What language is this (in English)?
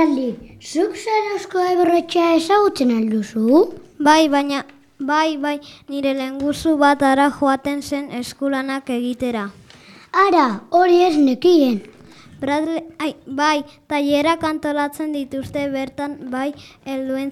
Basque